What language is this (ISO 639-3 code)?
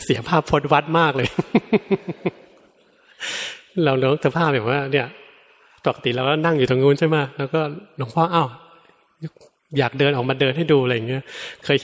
tha